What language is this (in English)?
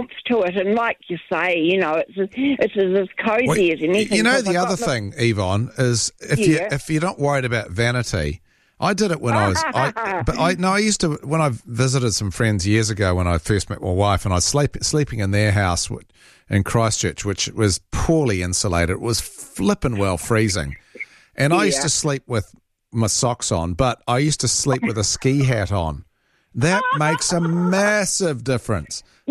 English